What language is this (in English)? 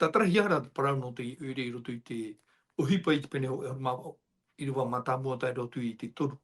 Tahitian